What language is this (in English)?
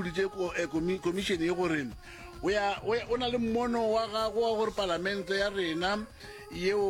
Northern Sotho